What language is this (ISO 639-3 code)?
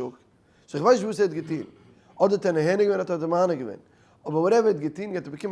yid